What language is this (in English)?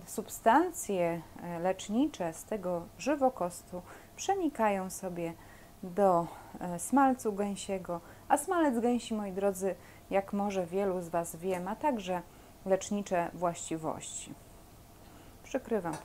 Polish